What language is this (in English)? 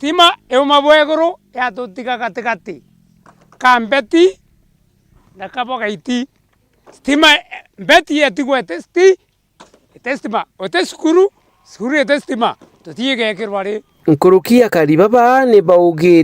Meru